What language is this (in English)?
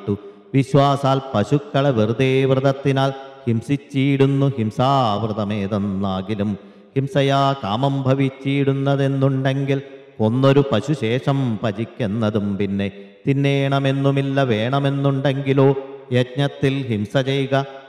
Malayalam